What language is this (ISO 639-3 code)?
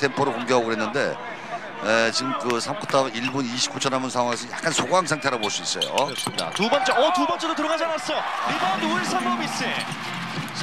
kor